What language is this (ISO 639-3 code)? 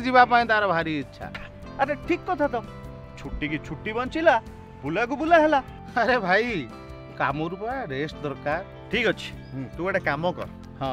ori